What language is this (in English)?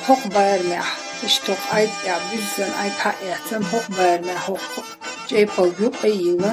Chechen